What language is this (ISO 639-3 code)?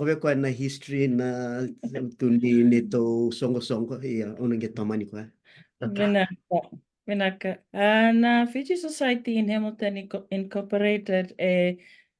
fij